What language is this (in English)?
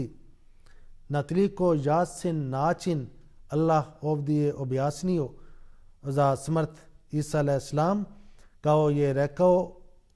Bosnian